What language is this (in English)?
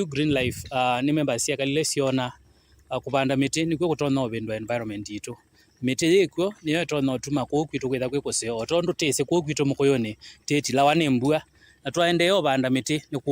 Kamba